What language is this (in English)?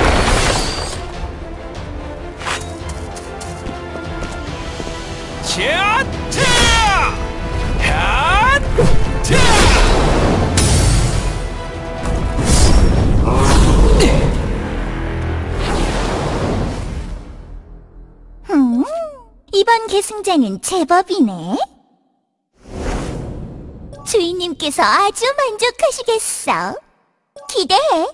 Korean